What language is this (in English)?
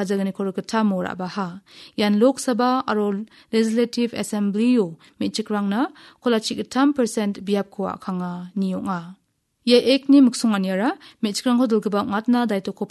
Garo